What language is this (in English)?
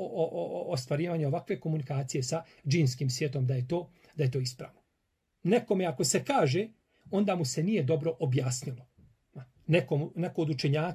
Bosnian